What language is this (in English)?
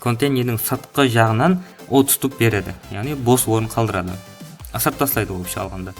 Kara-Kalpak